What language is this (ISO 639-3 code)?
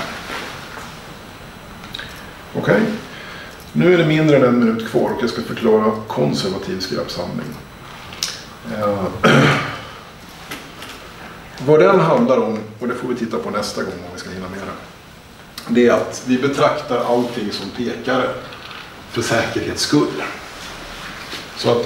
swe